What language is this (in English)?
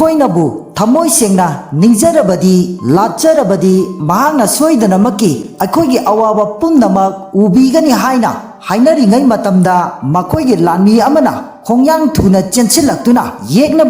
Manipuri